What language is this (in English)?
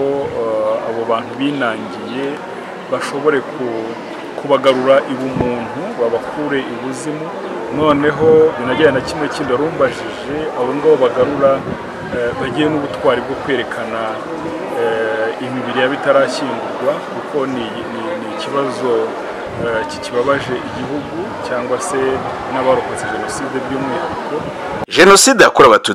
Kinyarwanda